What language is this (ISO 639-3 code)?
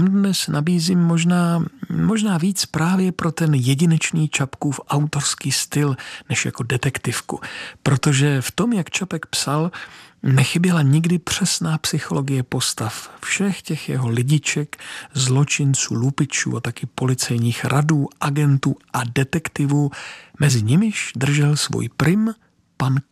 ces